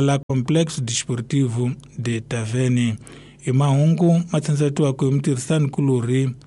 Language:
Tsonga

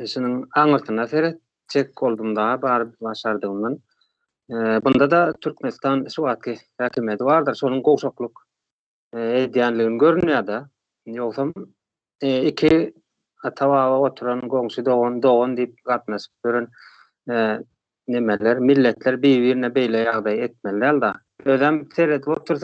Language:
Turkmen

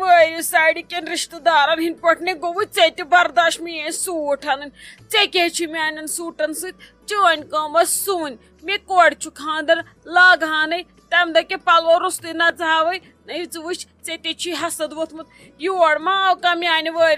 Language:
Kashmiri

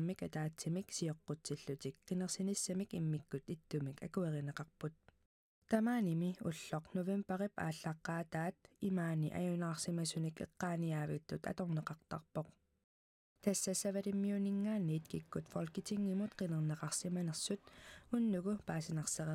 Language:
Kalaallisut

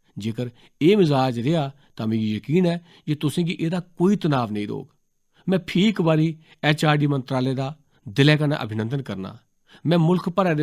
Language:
Dogri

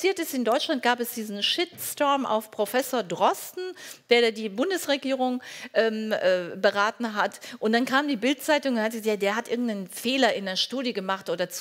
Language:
German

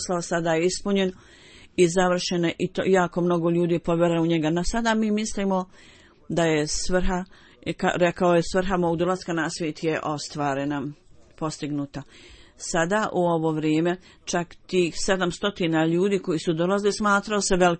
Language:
Bosnian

